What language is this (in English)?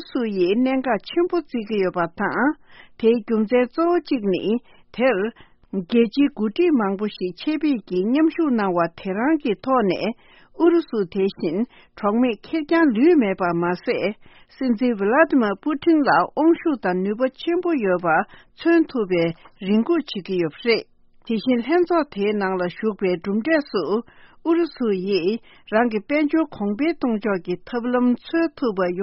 Tibetan